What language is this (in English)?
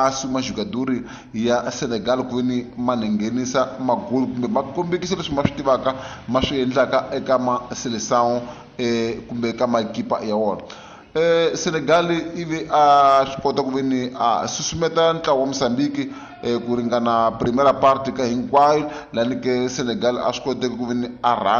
Tsonga